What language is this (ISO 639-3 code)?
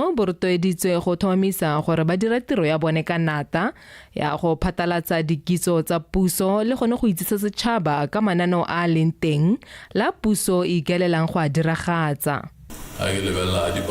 tsn